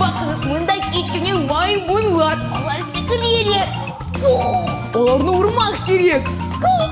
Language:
Crimean Tatar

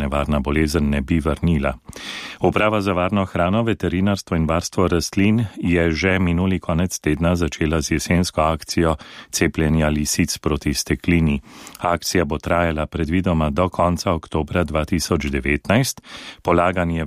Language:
Slovenian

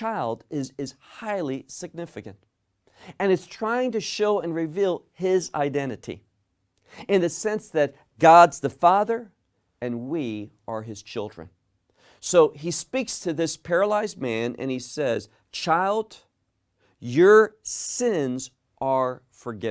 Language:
English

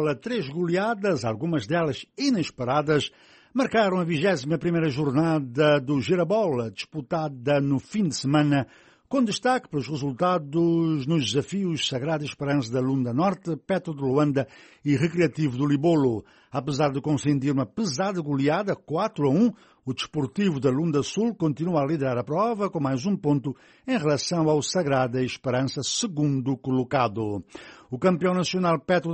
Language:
Portuguese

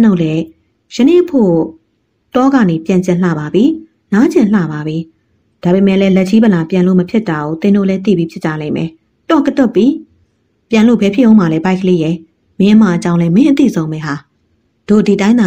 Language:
Burmese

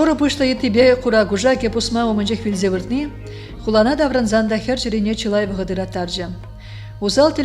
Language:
Chuvash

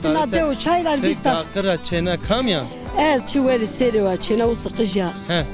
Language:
Zaza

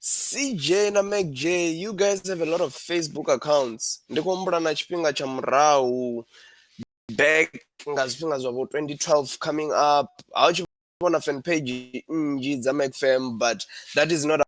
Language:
Venda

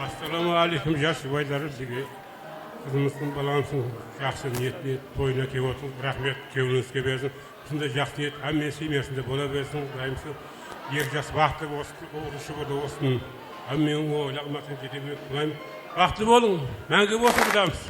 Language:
Kara-Kalpak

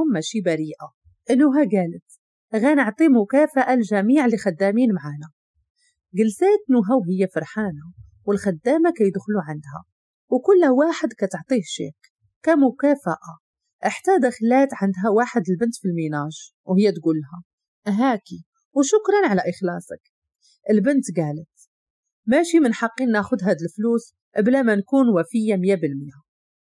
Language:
Moroccan Arabic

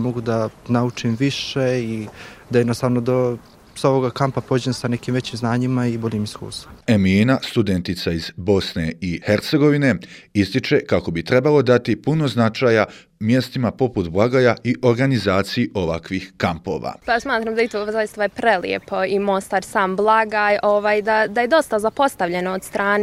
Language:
Croatian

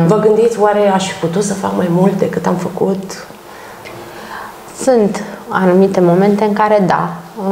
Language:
Romanian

